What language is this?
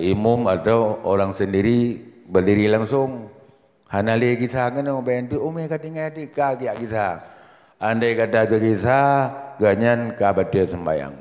Achinese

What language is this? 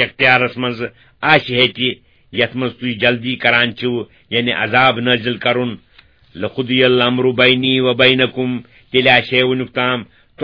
Kashmiri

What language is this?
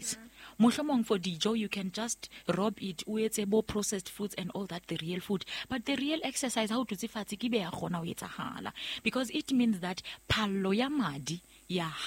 Southern Sotho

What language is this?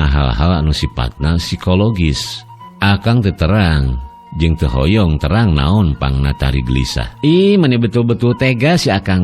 Sundanese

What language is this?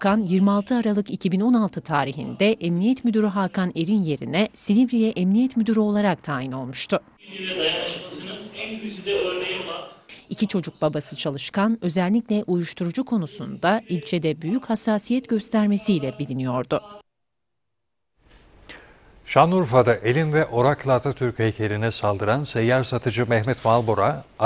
Turkish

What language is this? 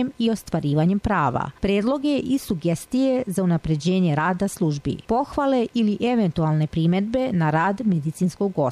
Serbian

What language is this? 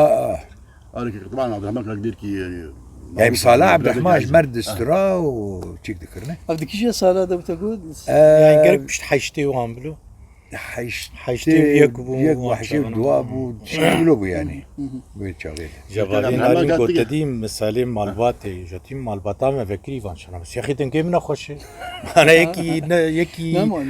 Kurdish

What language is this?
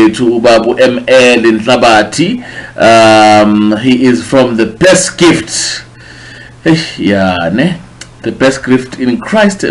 Zulu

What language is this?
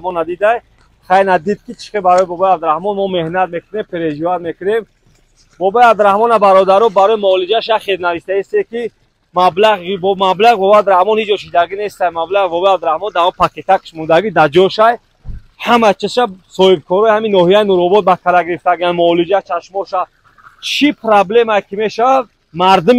Tajik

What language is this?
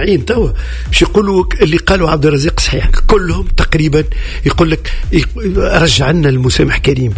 Tunisian Arabic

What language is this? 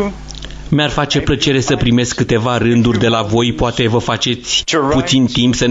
Romanian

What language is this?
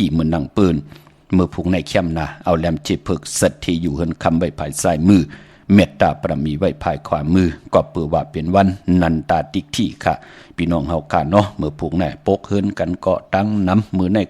Shan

